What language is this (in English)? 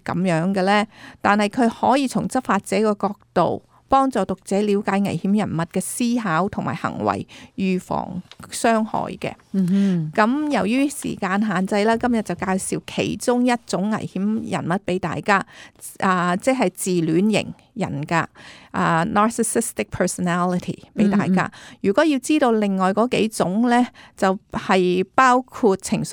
Cantonese